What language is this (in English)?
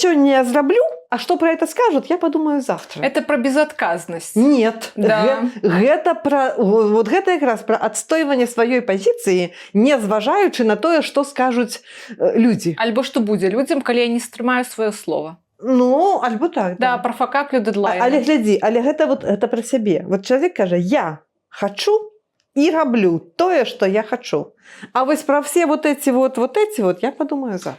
Belarusian